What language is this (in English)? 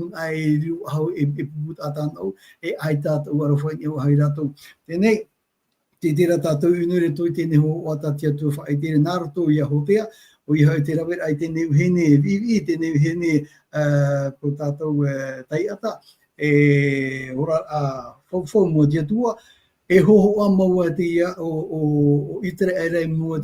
Tahitian